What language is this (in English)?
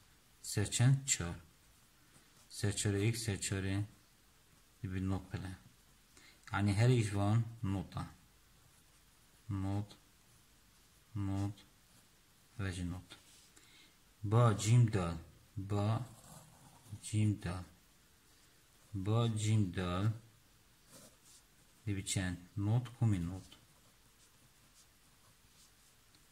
Persian